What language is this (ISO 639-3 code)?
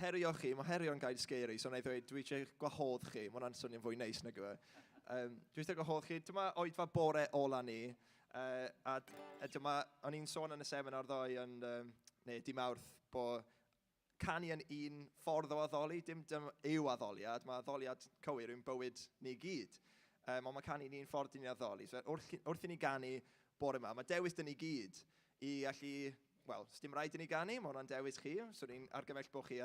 cym